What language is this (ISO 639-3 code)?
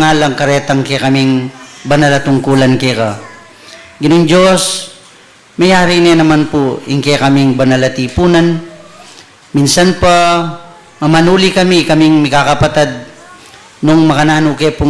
pam